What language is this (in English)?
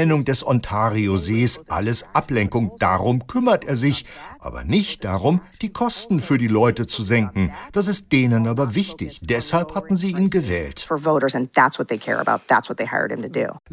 German